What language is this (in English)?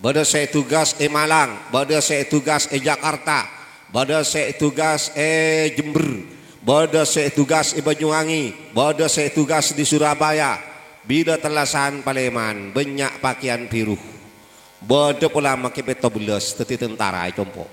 Madurese